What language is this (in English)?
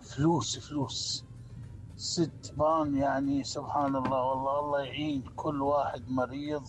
Mesopotamian Arabic